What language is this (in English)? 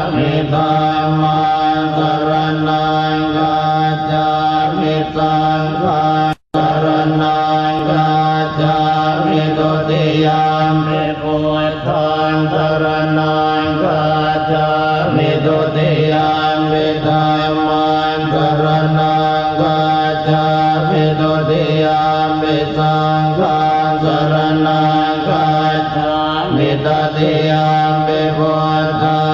Pali